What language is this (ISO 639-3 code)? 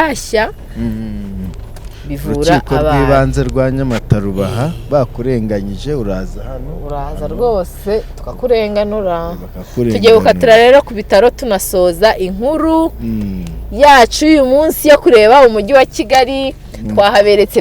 kin